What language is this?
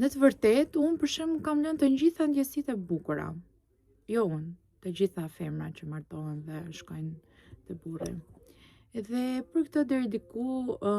Albanian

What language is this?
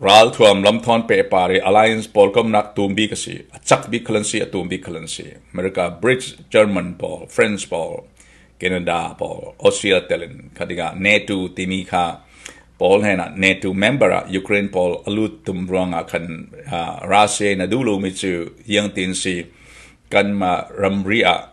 Falam Chin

